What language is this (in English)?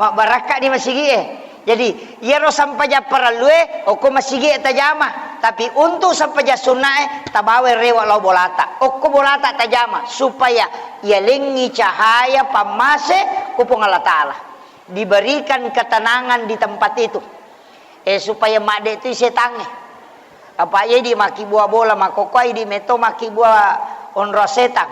Buginese